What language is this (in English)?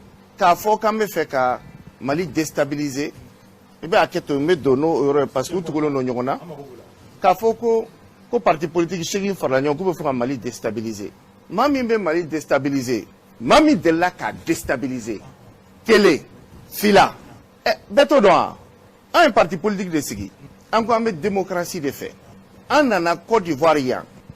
Bambara